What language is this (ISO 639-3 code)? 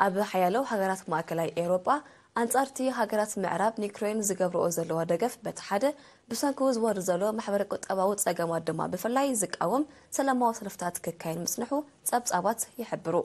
tir